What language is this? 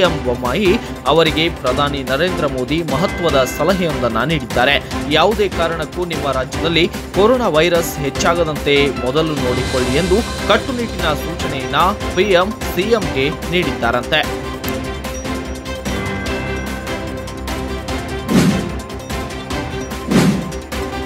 Kannada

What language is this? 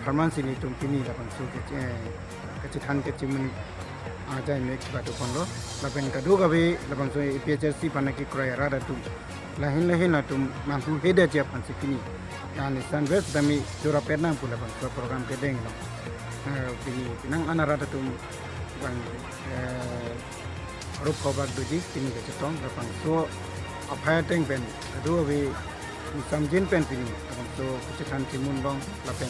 Karbi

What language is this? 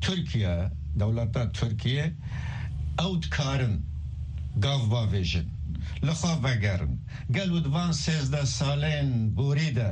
Kurdish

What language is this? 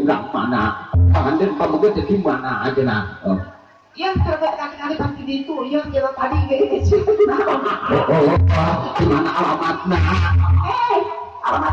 Sundanese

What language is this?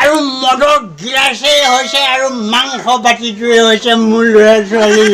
Assamese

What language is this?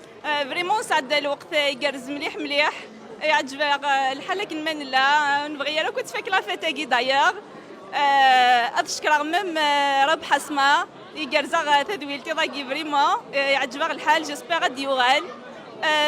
Kabyle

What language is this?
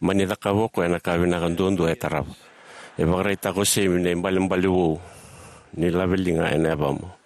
Fijian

